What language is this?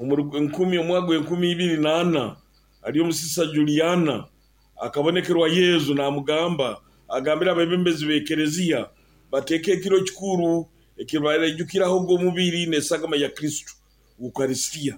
Nyoro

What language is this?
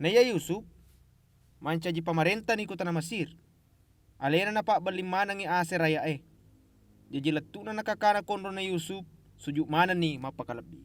Buginese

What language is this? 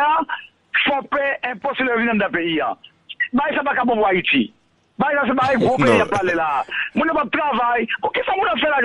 Haitian Creole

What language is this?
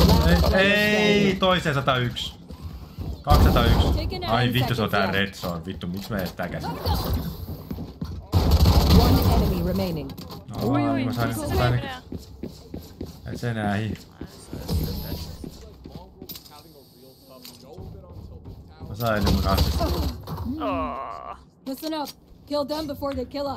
Finnish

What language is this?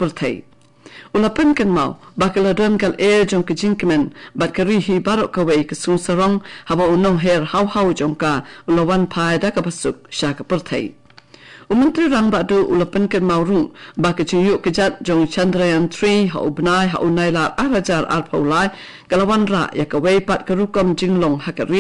Khasi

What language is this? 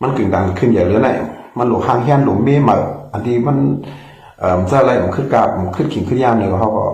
Shan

